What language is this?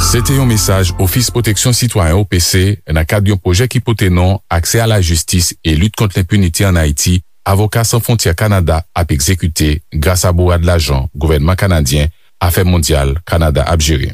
Haitian Creole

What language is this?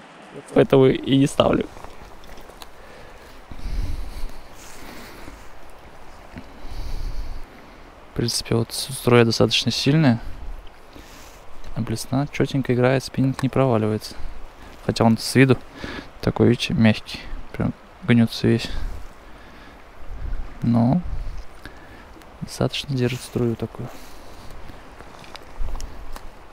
Russian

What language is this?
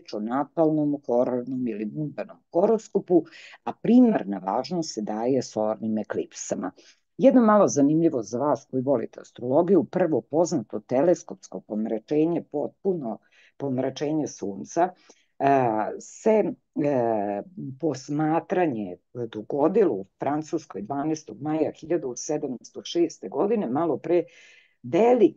Serbian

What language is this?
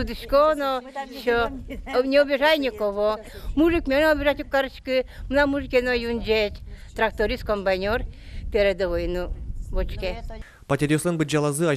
Udmurt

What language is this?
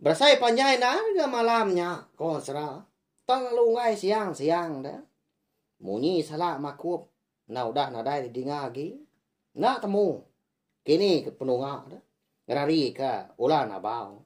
Iban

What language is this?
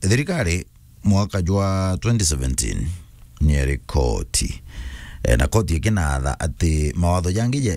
Meru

